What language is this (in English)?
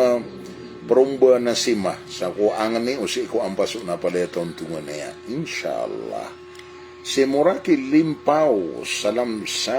Maranao